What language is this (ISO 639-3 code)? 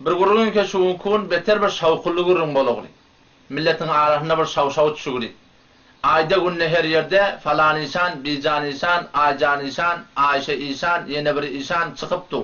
tuk